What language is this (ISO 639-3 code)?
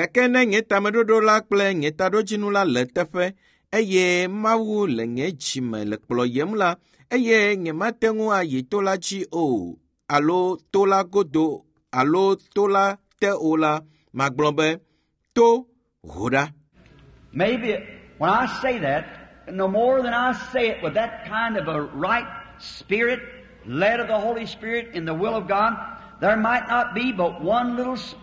ewe